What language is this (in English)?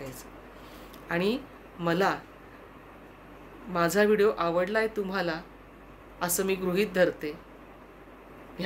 Marathi